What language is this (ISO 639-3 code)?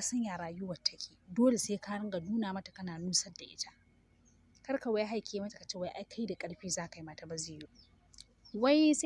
hau